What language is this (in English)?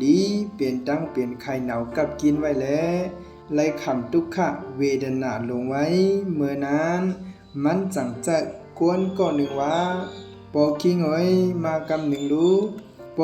Shan